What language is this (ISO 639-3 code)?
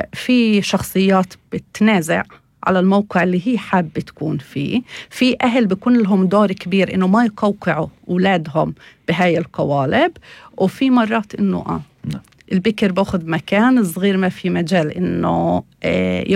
apc